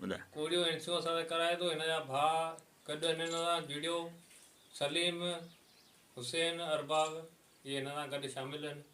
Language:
Sindhi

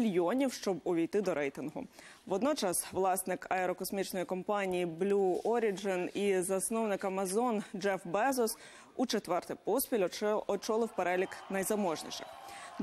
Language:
Ukrainian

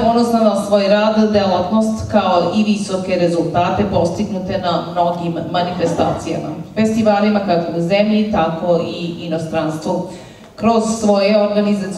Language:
Serbian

